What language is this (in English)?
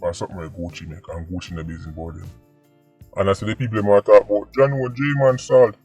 Jamaican Creole English